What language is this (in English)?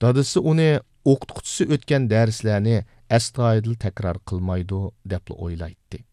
Uyghur